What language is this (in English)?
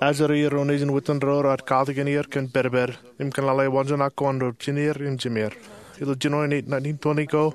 Marshallese